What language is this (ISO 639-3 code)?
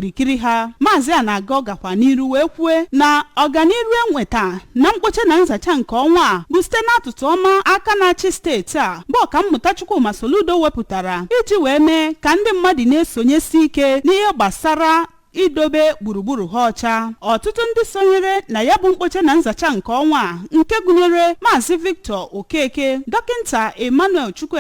ibo